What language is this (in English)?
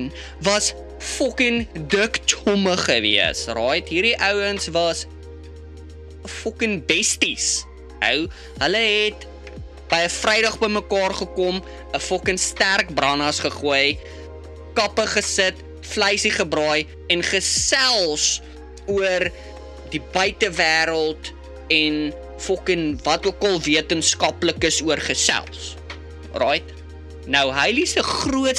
Afrikaans